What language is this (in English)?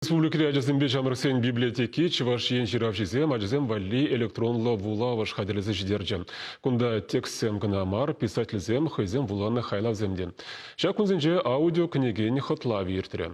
Chuvash